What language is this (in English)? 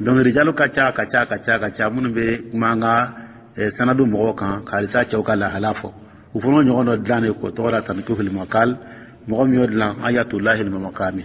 Dyula